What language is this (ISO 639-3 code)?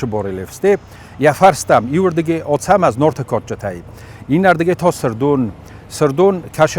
oss